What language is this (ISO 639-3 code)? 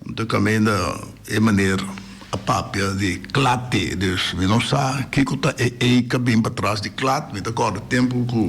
pap